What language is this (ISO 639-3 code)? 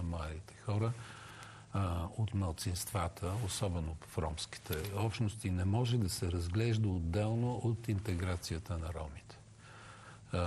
bul